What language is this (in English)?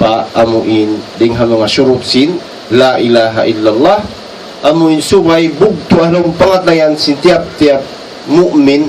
Tausug